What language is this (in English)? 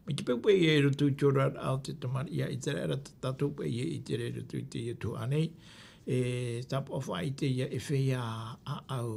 Tahitian